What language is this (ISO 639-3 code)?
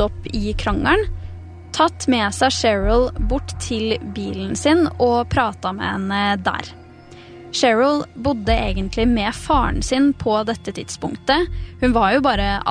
nor